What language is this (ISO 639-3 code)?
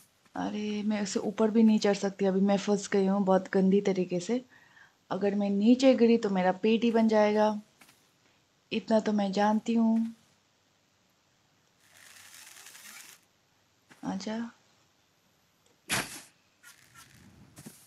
hin